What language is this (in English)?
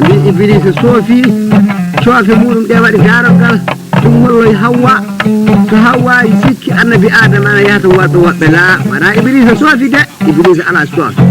Fula